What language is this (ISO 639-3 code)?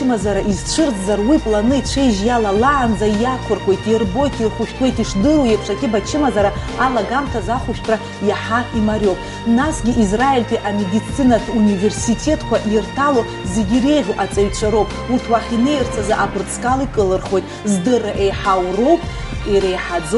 abk